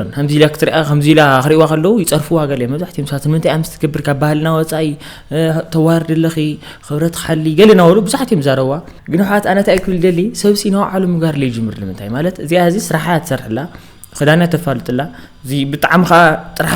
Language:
Tigrinya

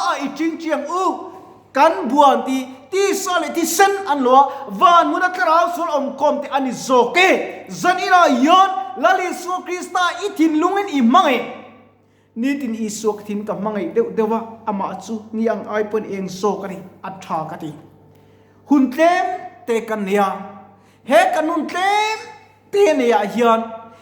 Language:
Mizo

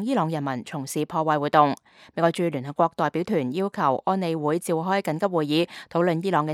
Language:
Cantonese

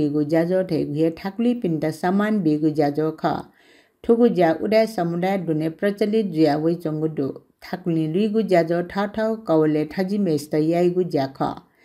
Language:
Newari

